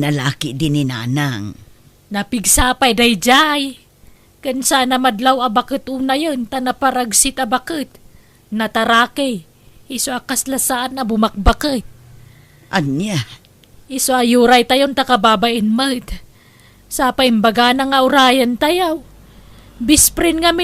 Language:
Iloko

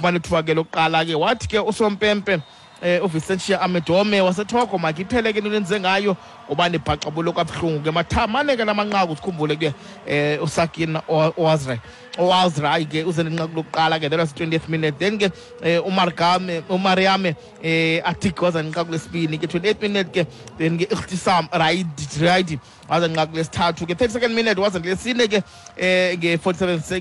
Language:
Xhosa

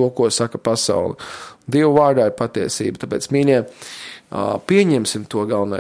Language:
Latvian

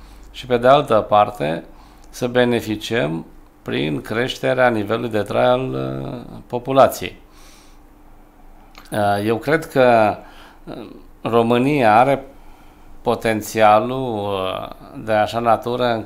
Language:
Romanian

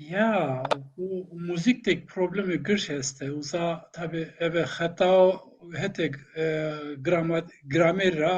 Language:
Zaza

